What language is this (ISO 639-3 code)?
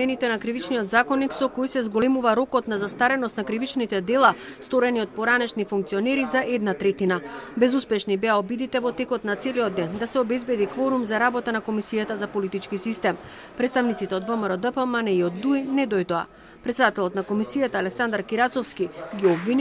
mkd